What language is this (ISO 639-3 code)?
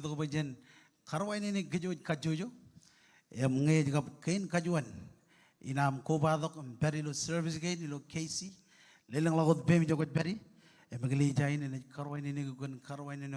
mah